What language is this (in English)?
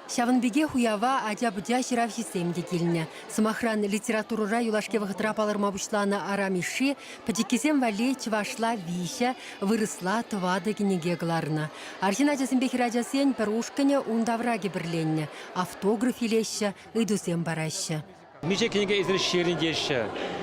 Chuvash